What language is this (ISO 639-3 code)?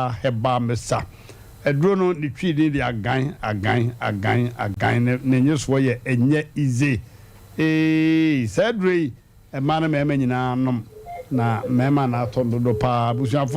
aka